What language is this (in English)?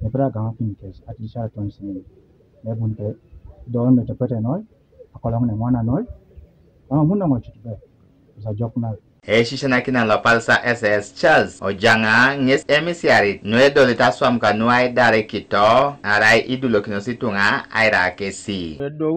Teso